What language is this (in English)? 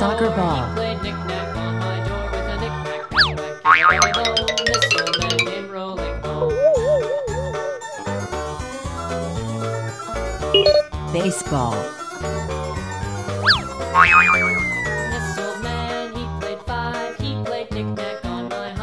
English